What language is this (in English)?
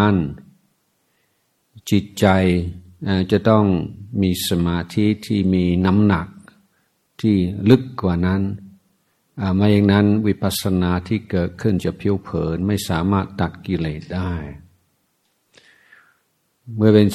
Thai